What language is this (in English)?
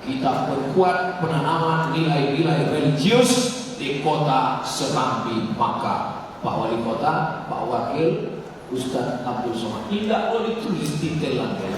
Minangkabau